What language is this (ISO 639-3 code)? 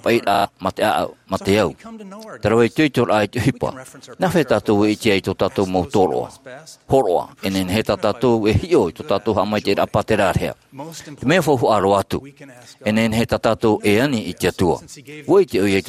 tah